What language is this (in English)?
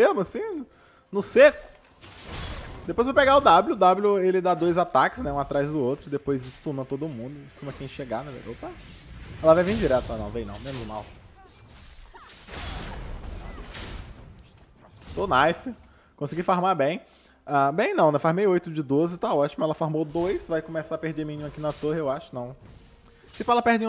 Portuguese